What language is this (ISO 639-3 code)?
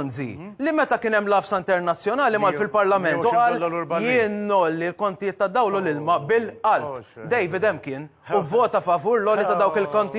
mlt